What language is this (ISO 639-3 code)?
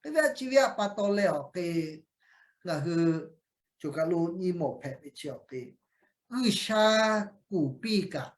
lhu